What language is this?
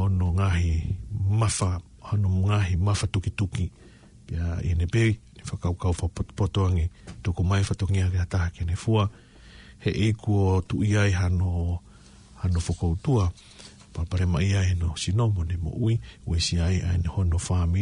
Tongan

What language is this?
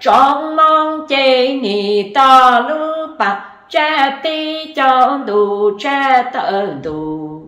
Hmong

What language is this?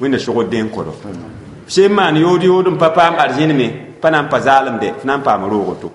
Mossi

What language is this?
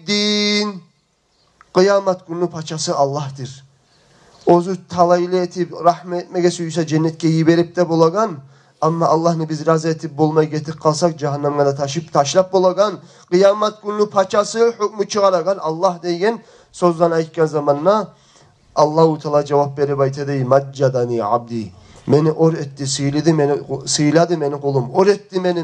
Kumyk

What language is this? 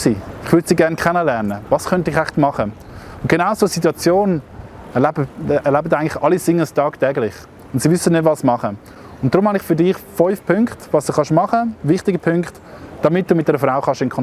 Swiss German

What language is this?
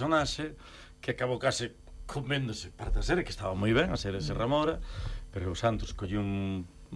Galician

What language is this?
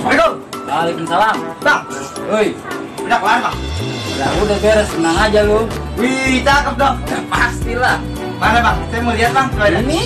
Betawi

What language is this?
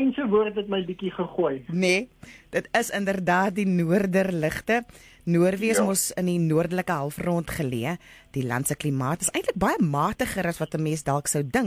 Afrikaans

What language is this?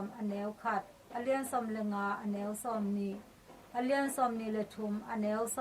Tedim Chin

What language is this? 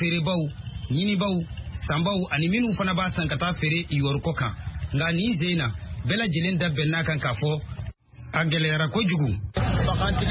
Bambara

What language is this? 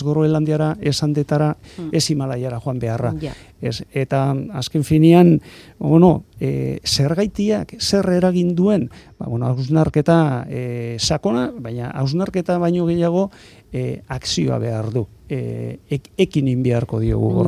Basque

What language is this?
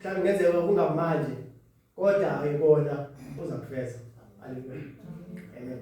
Zulu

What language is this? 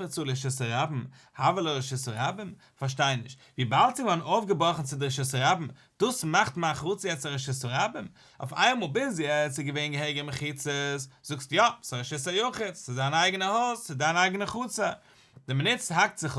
Yiddish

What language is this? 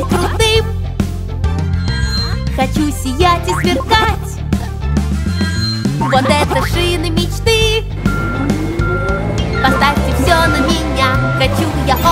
Russian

